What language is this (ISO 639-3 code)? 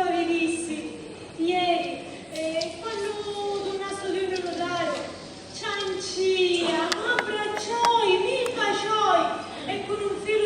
scn